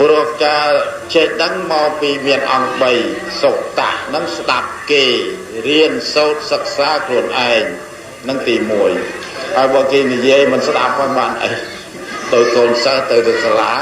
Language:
Khmer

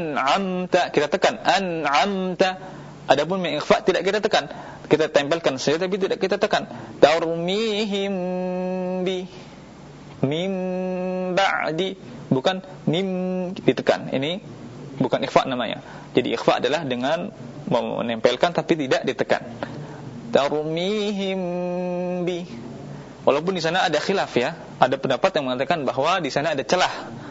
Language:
Indonesian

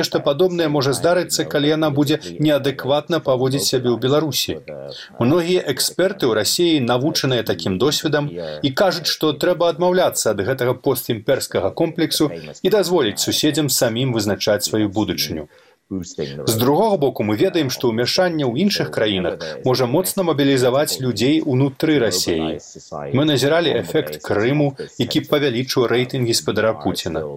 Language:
Belarusian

